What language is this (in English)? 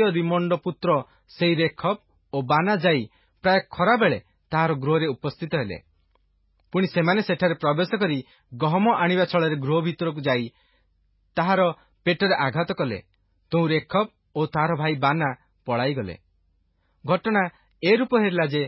Odia